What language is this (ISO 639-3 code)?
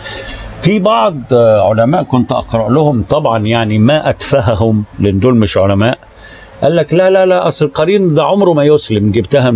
arz